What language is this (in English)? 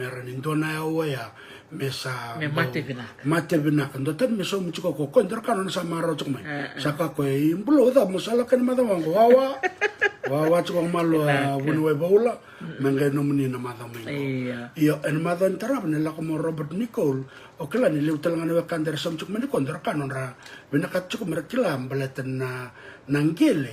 Fijian